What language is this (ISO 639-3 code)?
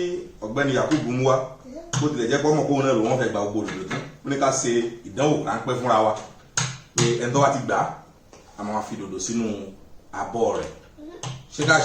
yor